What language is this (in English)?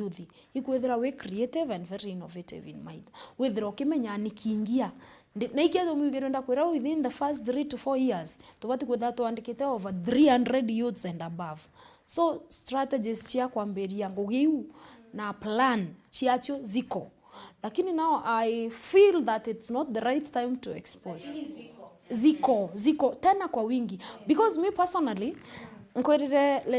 Meru